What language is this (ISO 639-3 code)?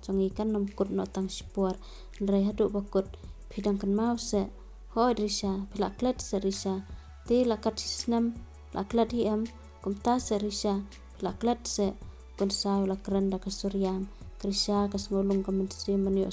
kha